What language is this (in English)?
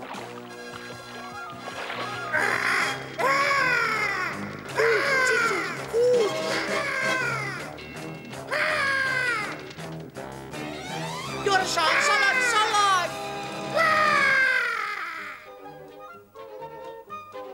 Hungarian